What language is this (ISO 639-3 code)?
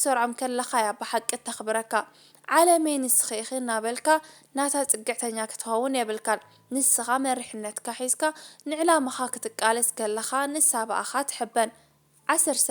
tir